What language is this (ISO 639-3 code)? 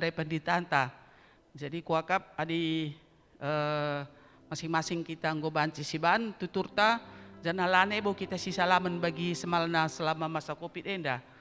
btx